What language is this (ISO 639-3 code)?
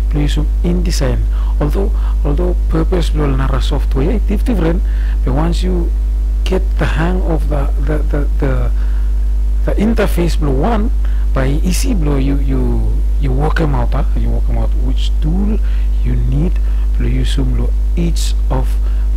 bis